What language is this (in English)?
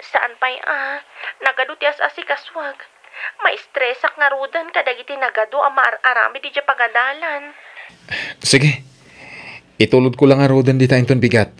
Iloko